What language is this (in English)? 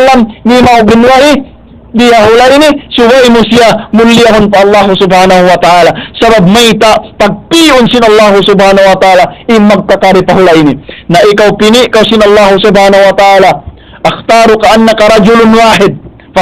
Tausug